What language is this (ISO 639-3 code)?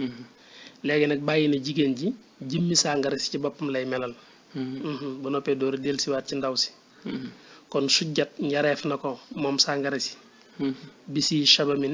wol